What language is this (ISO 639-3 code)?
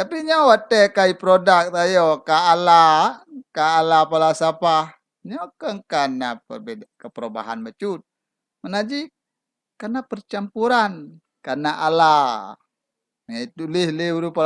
ace